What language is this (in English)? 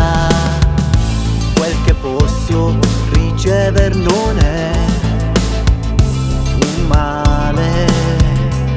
Italian